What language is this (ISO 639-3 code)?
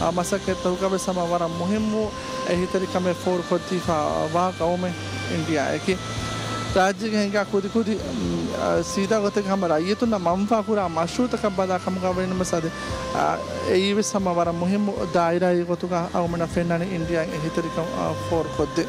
div